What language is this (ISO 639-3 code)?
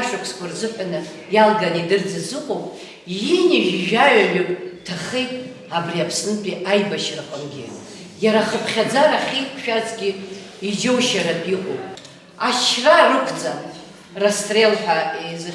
abk